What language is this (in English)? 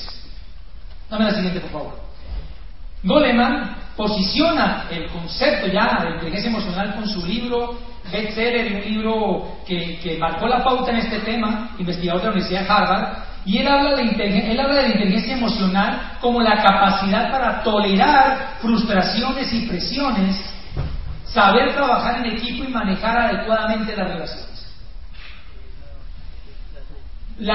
Spanish